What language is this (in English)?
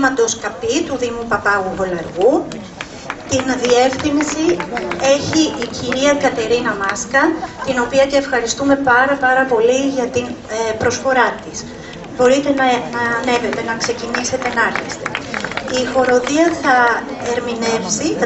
Greek